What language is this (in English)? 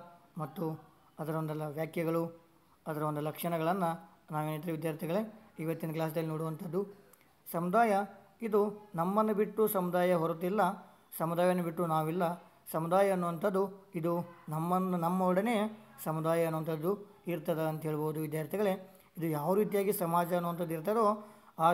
Kannada